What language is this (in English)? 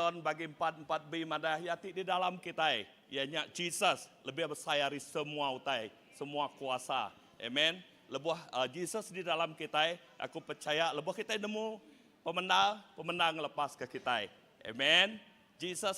Iban